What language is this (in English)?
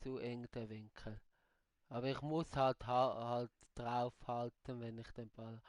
Swiss German